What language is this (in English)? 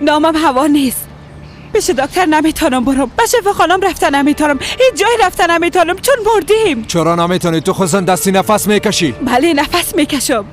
Persian